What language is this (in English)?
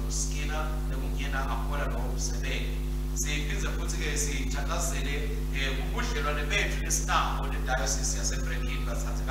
Swati